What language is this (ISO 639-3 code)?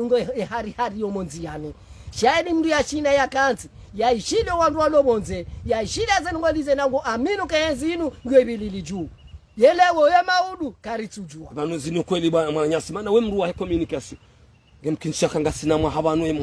zdj